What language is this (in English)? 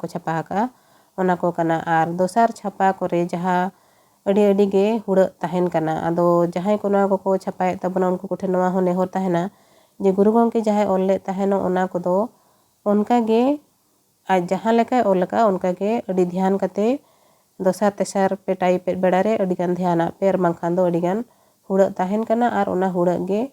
Santali